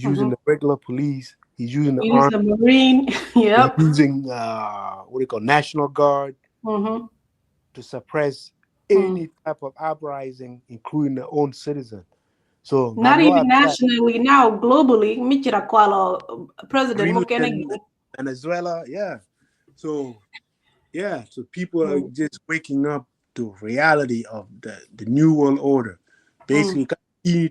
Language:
Acoli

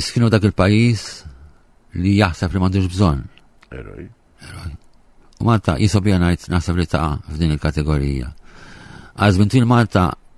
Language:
Maltese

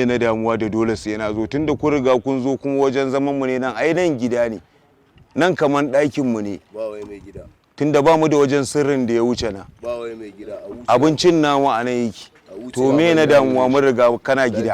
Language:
Hausa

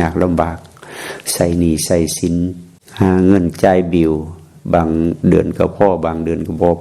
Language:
Lao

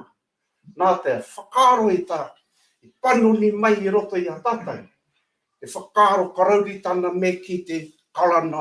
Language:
Māori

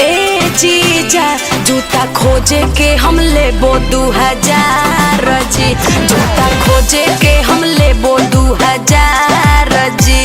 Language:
Magahi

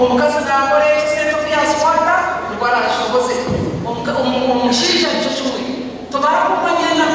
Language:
Nyankole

